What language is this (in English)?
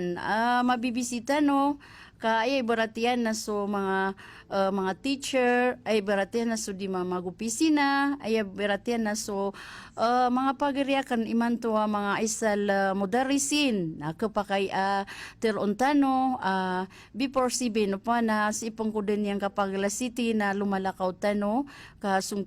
Maranao